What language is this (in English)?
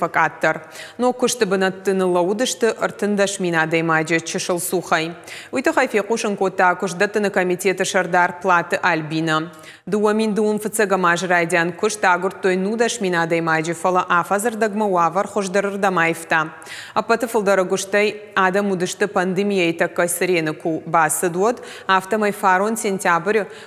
Ossetic